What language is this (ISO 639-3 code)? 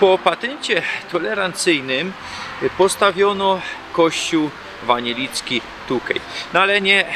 szl